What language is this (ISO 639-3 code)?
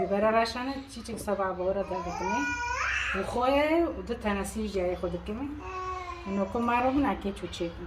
kur